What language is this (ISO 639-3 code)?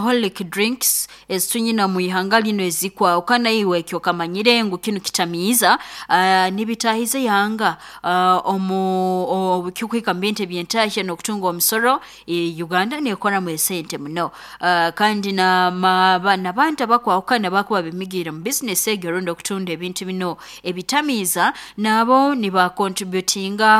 nyo